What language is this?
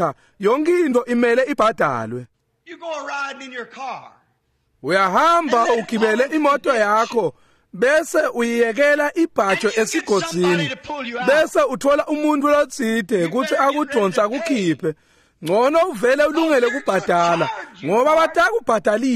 Swati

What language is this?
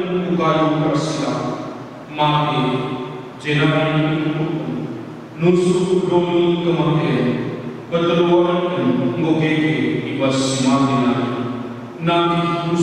Batak Karo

